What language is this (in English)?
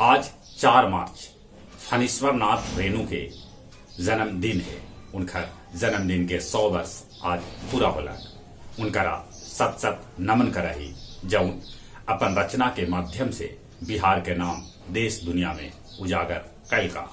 Magahi